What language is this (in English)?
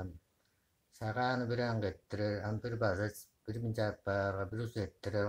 Tuvinian